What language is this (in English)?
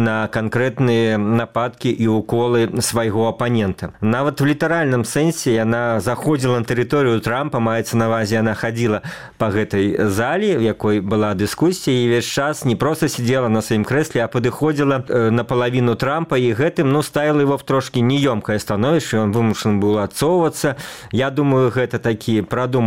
Belarusian